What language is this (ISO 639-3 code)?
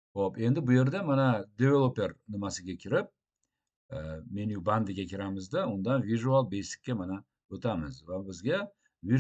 uzb